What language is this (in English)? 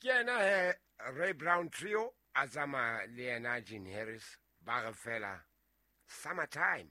Southern Sotho